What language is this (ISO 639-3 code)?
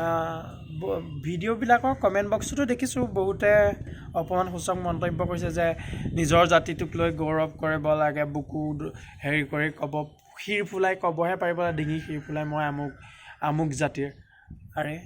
asm